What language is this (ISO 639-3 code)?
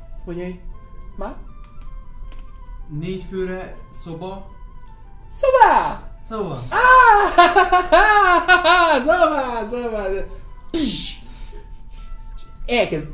hun